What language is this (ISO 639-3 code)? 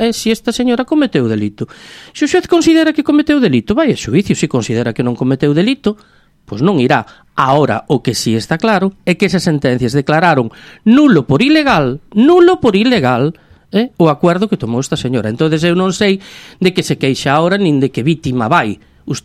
glg